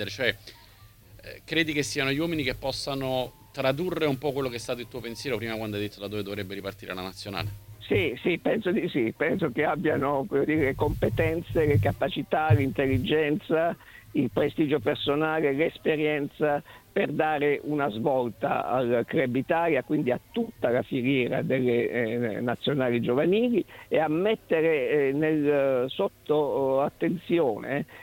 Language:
Italian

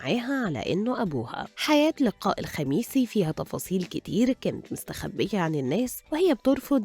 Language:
Egyptian Arabic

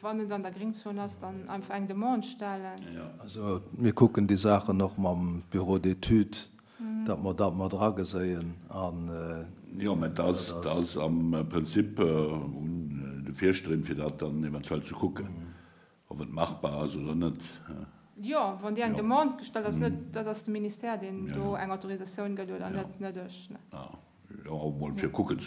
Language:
Luxembourgish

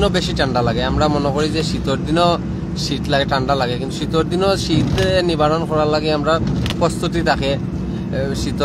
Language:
Sylheti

